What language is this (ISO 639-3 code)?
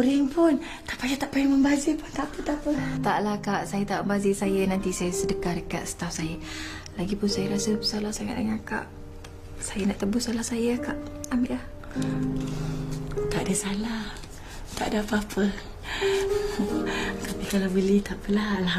msa